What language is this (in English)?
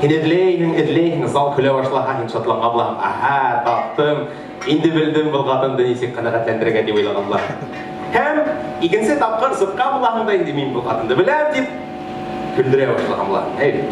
Bashkir